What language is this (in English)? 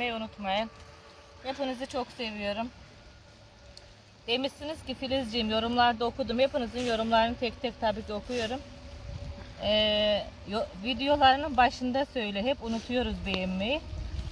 Turkish